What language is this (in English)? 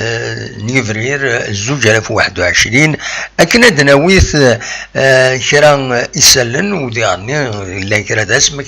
Kabyle